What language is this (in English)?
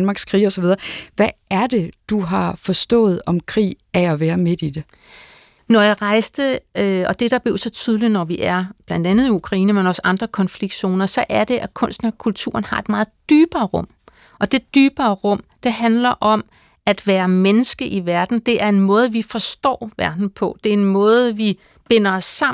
Danish